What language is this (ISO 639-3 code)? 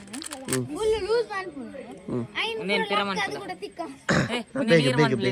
tcy